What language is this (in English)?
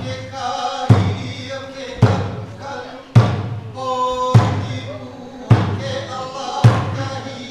Hawaiian